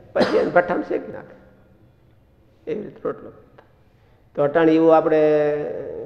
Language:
Gujarati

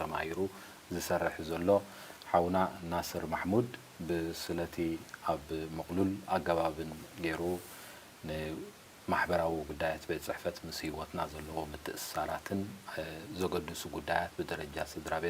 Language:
Tigrinya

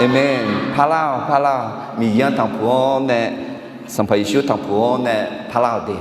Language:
Akha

